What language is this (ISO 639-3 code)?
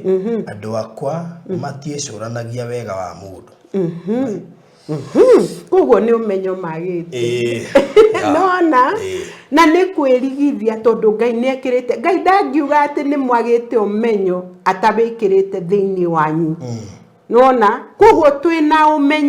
kik